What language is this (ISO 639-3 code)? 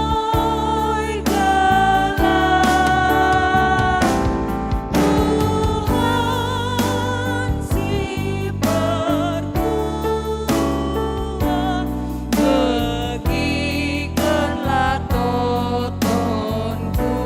btx